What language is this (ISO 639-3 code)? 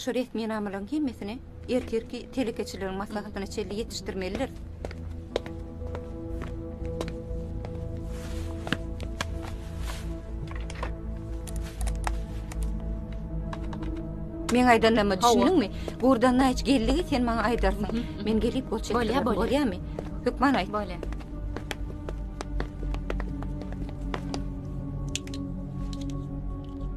tuk